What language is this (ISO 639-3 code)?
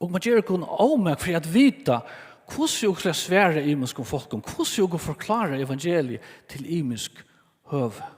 fao